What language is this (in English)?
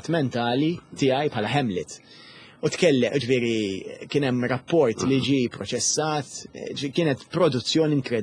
Maltese